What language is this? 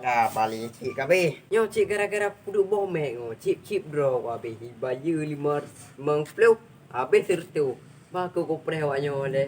Achinese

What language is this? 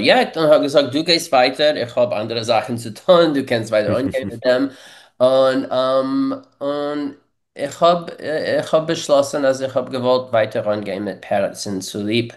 Yiddish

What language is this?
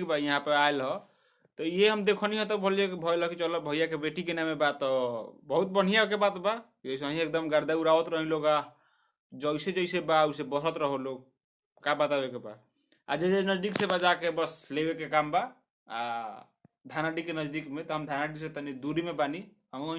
Bhojpuri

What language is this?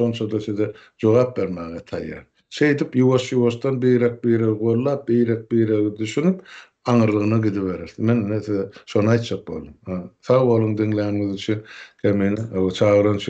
Turkmen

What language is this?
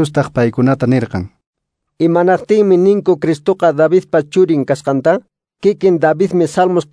Quechua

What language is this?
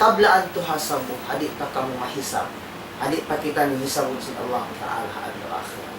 Tausug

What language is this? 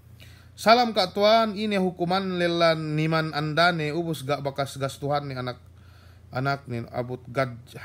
Yakan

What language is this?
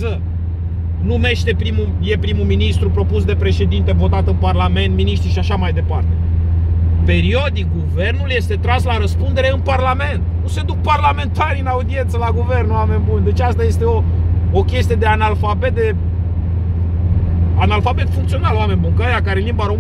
Romanian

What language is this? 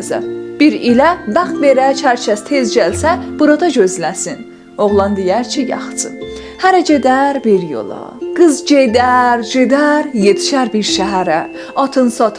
South Azerbaijani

